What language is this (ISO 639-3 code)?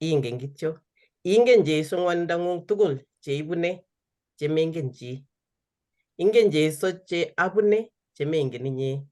kln